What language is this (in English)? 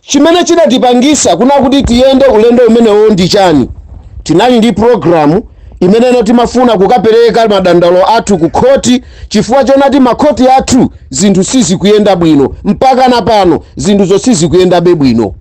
Nyanja